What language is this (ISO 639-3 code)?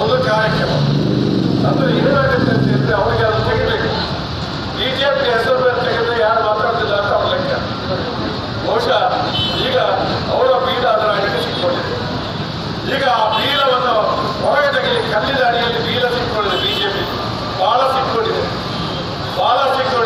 kan